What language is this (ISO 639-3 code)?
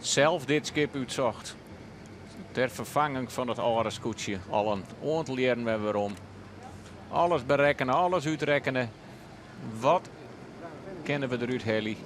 fry